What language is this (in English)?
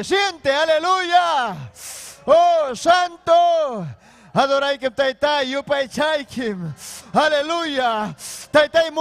Ayacucho Quechua